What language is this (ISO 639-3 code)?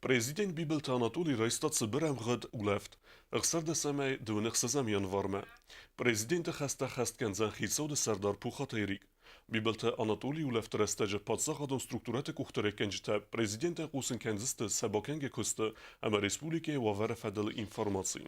oss